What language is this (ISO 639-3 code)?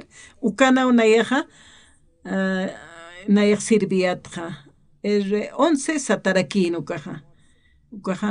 aym